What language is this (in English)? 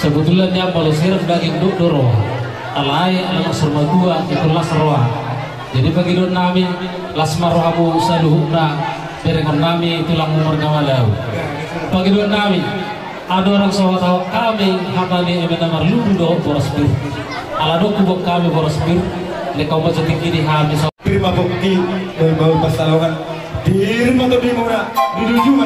Batak Toba